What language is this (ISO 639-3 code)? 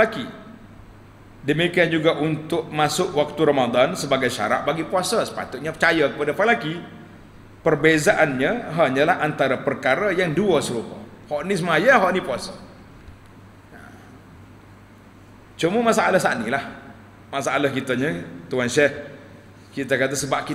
msa